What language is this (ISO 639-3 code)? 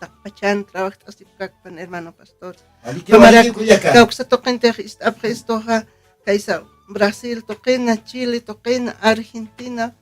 aym